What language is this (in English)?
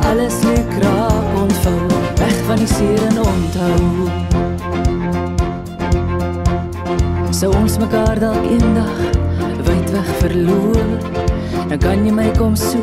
Afrikaans